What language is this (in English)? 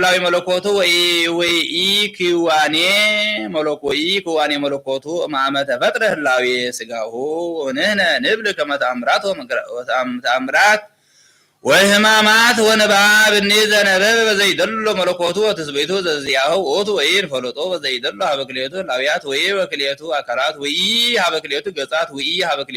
Geez